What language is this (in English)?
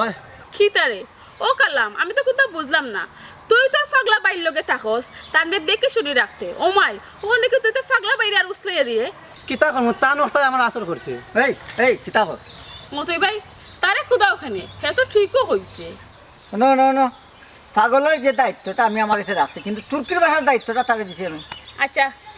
Sylheti